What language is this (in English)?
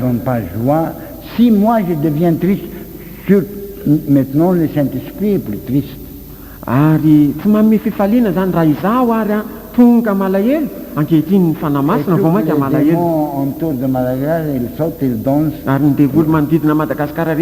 Malagasy